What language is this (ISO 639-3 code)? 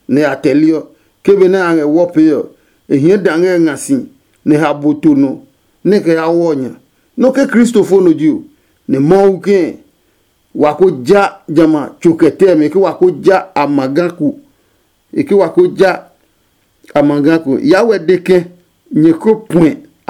ada